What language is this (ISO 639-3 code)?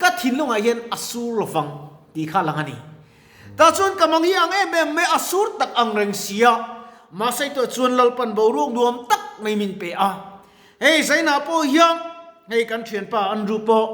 lus